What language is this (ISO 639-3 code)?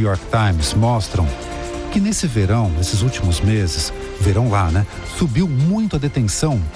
por